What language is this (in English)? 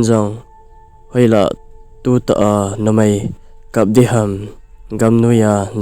Thado Chin